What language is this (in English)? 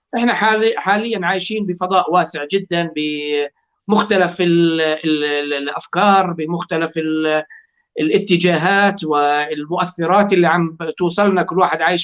North Levantine Arabic